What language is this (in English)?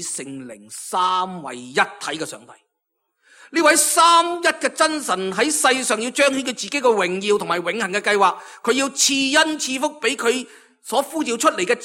Cantonese